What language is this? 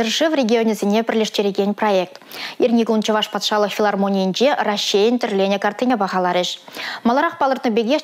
Chuvash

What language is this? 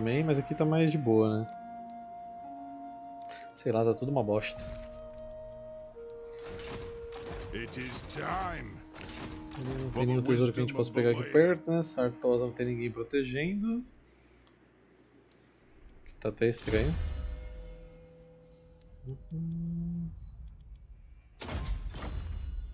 Portuguese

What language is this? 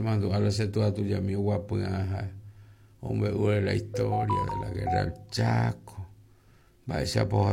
Guarani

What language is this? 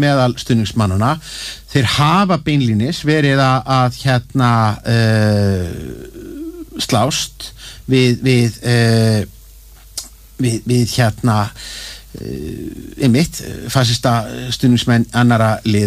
Icelandic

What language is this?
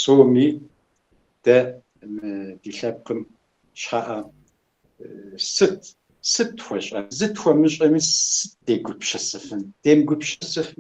Kabardian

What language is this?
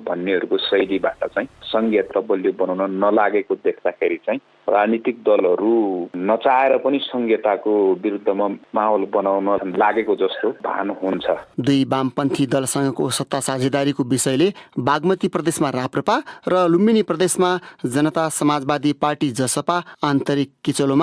Nepali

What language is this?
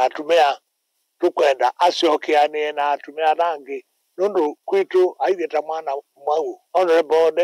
Kamba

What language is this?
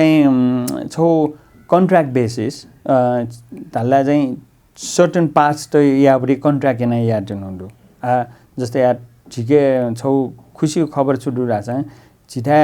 Newari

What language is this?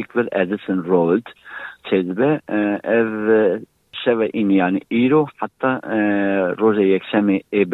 Kurdish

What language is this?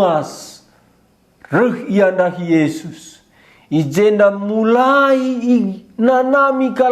Batak Karo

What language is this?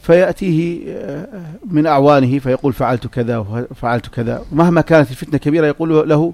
North Levantine Arabic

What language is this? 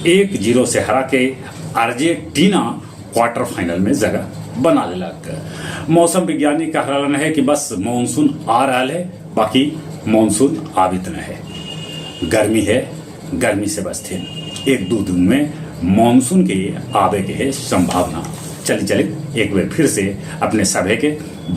Magahi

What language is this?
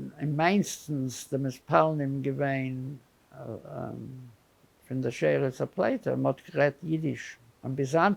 Yiddish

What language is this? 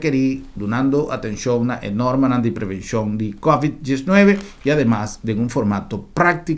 Papiamento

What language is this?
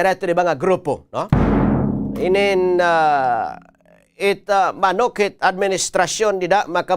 Waray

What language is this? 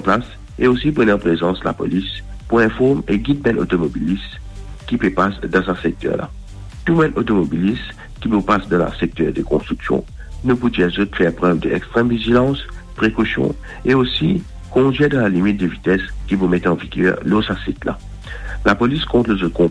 Morisyen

